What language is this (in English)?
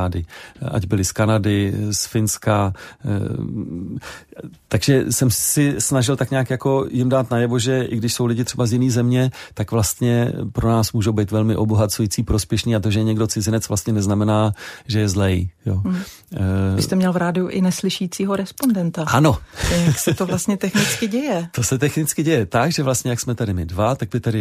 Czech